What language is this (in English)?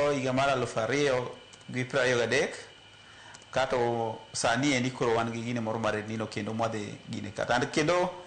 Luo (Kenya and Tanzania)